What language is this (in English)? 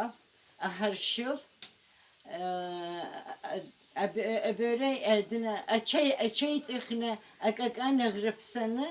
Abkhazian